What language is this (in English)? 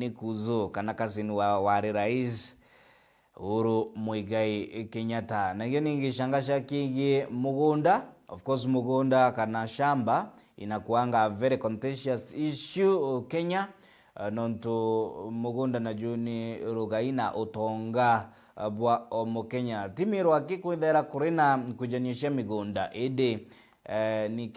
Meru